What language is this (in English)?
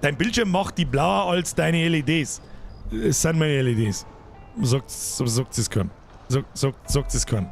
Bavarian